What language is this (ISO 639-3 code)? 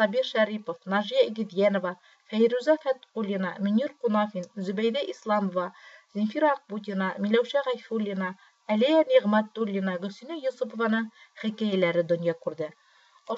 bak